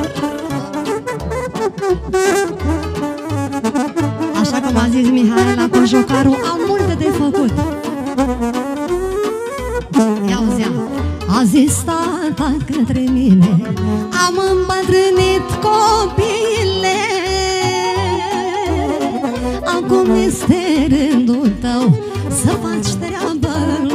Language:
Romanian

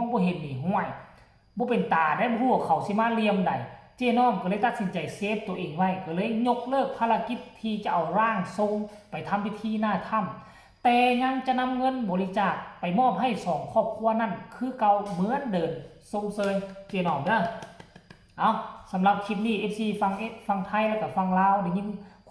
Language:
Northeastern Thai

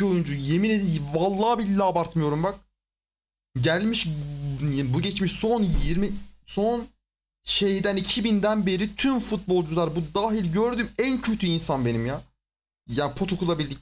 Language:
Turkish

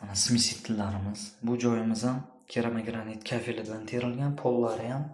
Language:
Uzbek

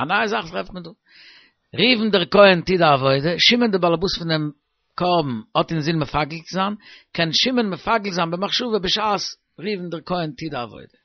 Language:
Yiddish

